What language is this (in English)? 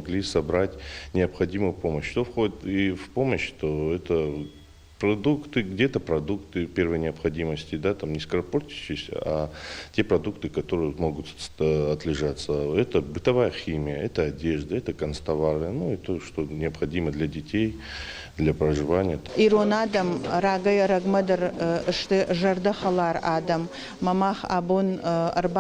Ossetic